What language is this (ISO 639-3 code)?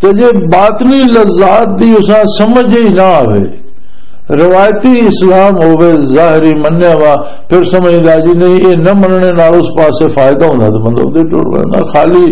lah